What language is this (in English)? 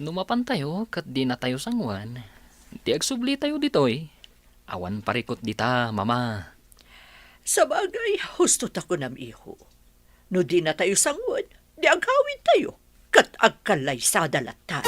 Iloko